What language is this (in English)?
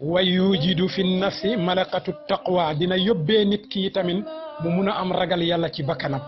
Wolof